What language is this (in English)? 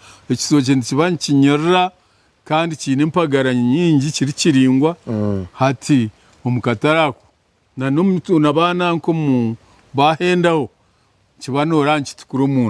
Nyankole